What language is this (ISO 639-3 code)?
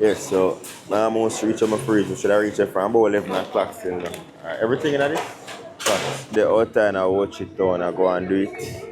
jam